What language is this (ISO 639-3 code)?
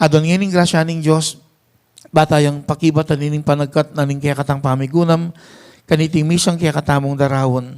pam